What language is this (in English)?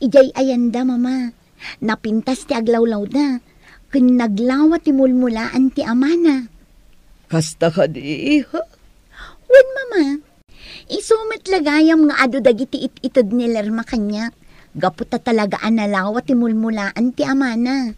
Iloko